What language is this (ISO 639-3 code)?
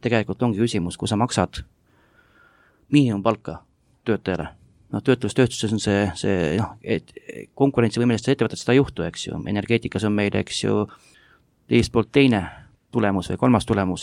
est